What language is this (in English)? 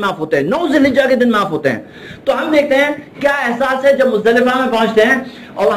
Urdu